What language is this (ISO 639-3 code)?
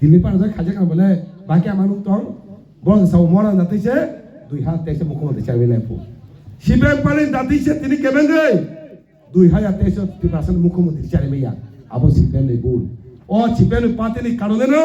trp